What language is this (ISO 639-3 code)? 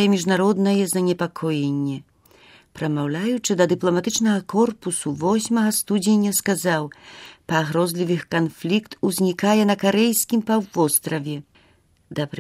bel